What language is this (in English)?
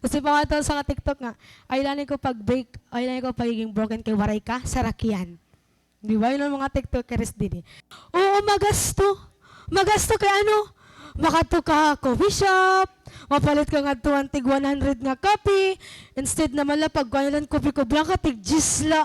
Waray